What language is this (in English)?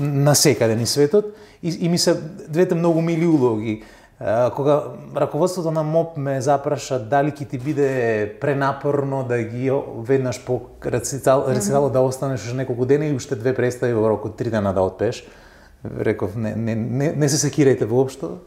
Macedonian